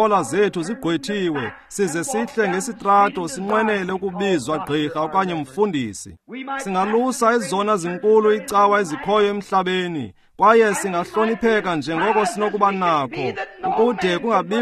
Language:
Xhosa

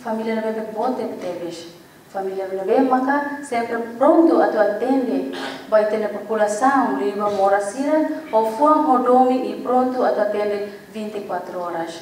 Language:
Tetum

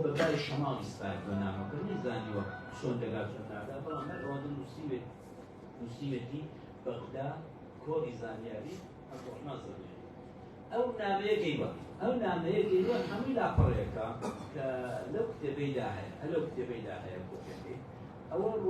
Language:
Central Kurdish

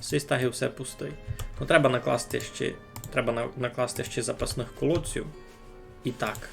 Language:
Rusyn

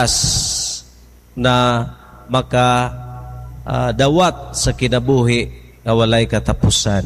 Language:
Cebuano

